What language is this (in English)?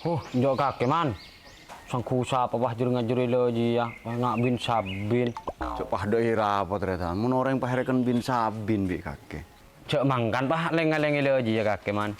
Madurese